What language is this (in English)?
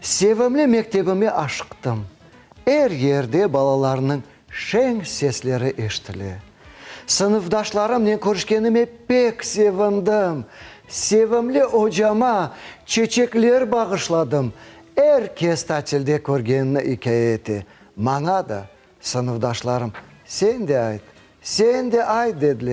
Crimean Tatar